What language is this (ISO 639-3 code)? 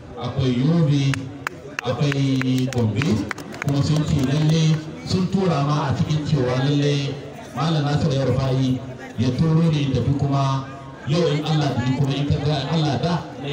hau